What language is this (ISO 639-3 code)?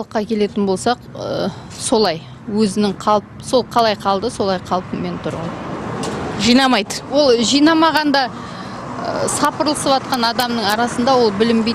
kaz